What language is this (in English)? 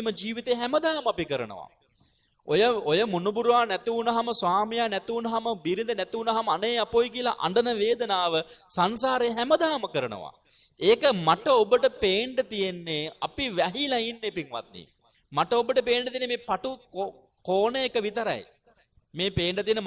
Sinhala